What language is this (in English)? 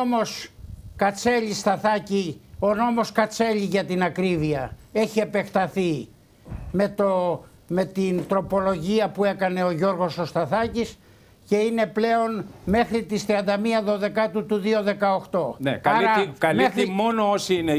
Greek